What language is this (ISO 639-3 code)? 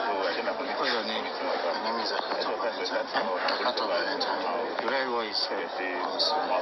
pcm